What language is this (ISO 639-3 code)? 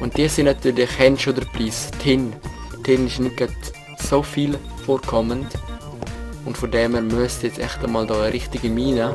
gsw